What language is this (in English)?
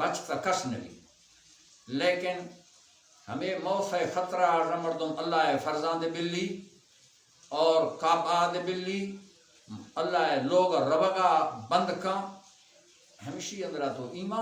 Baluchi